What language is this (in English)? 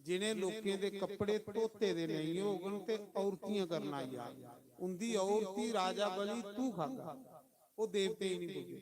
Dogri